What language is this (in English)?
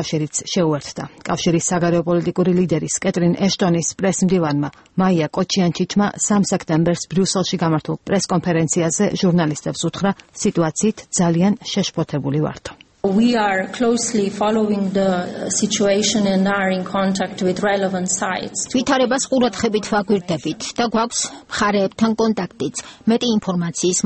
Georgian